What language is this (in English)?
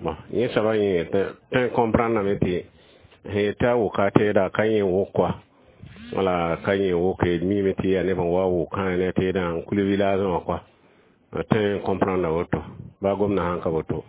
Mossi